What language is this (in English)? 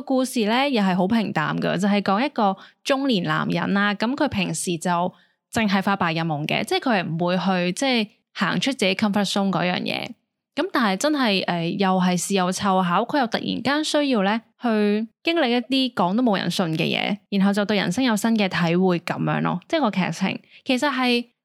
Cantonese